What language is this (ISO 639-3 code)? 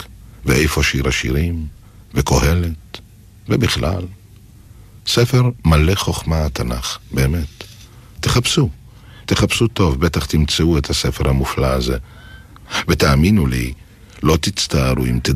heb